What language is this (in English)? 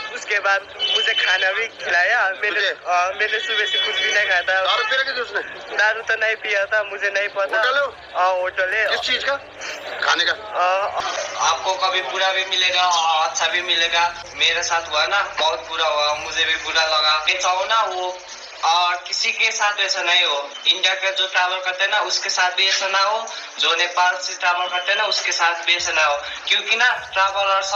Riang (India)